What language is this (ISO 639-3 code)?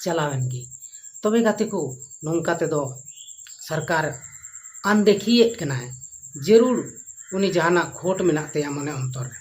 sat